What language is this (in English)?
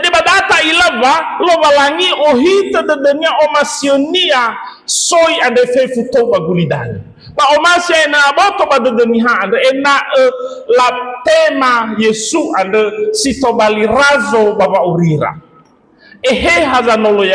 Nias